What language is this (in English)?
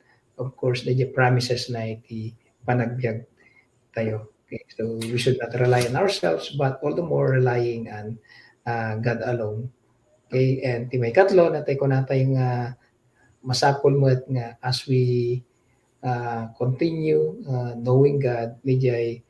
Iloko